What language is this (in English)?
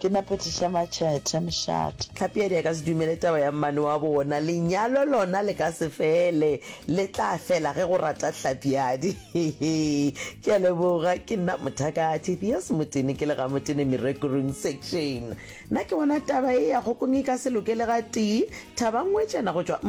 Northern Sotho